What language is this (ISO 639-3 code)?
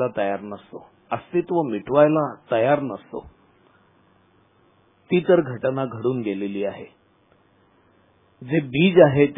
mar